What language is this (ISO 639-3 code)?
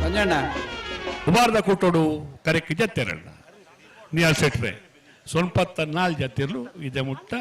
tcy